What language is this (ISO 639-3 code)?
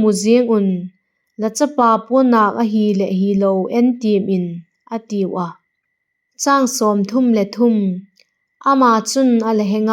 vap